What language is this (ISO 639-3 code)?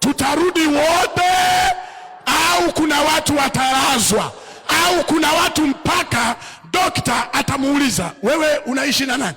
swa